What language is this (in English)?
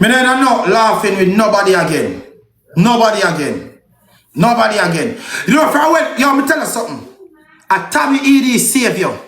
Jamaican Creole English